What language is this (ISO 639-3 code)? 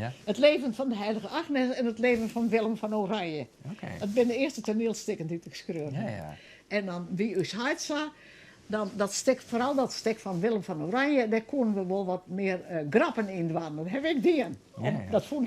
fry